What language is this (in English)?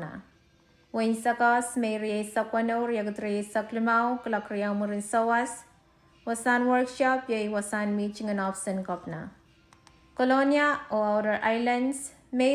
Pohnpeian